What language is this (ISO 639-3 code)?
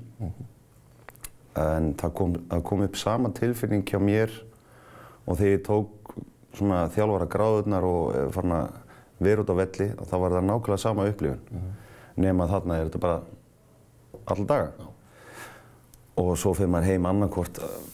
isl